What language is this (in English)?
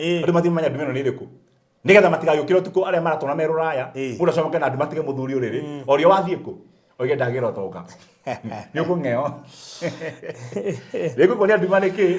Kikuyu